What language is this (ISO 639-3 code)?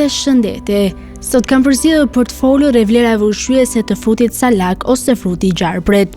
sqi